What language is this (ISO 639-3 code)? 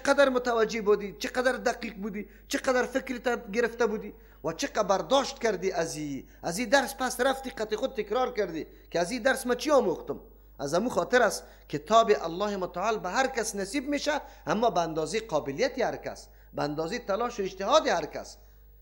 fas